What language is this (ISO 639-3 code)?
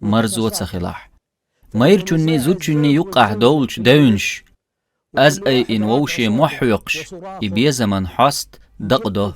che